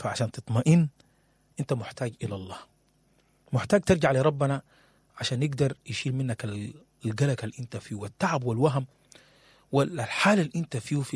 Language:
Sudanese Arabic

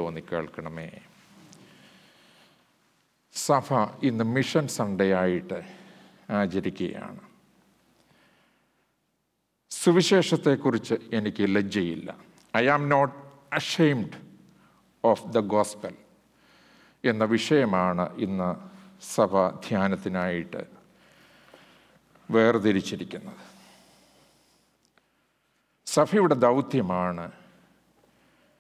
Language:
Malayalam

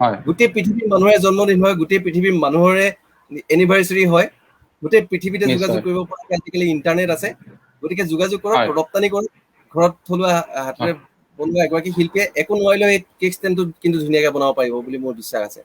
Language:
Assamese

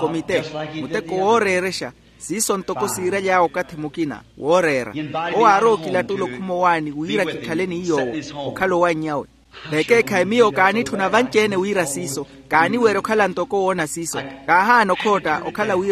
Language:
Makhuwa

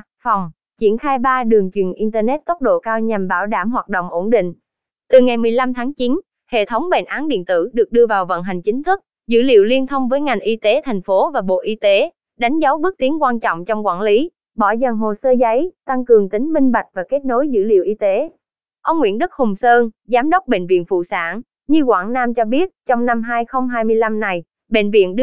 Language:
Vietnamese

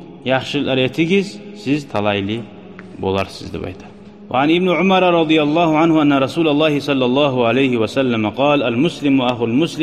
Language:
Kumyk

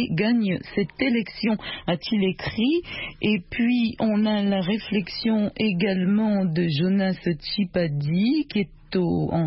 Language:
French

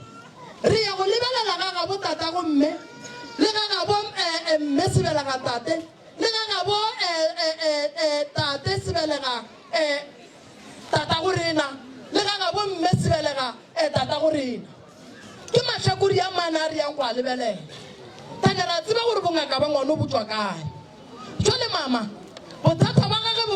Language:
Northern Sotho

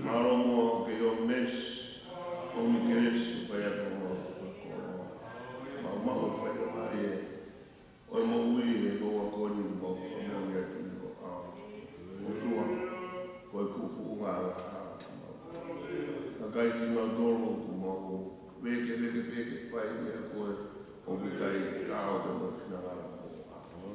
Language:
Tongan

